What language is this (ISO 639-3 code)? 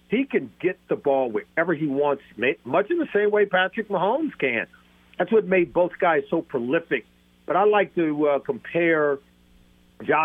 eng